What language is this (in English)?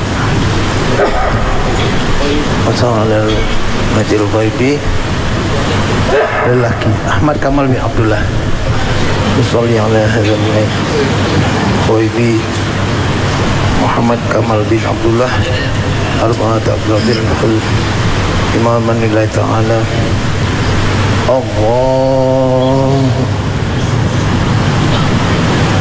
Malay